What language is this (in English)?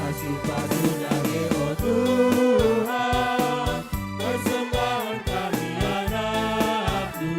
Batak Karo